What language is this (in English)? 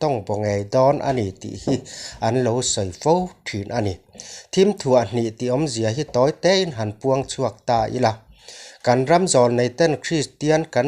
Mizo